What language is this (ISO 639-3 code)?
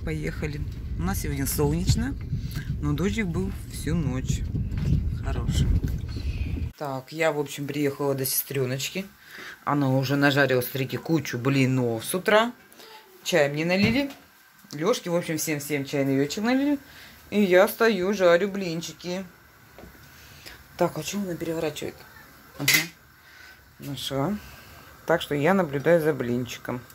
rus